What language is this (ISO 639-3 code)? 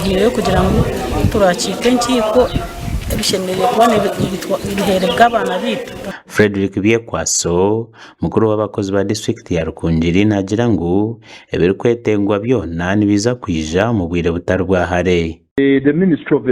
nyn